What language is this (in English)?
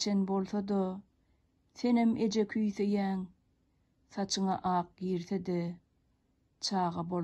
Turkmen